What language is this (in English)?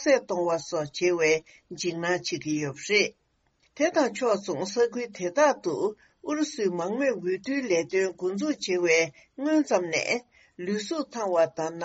Tibetan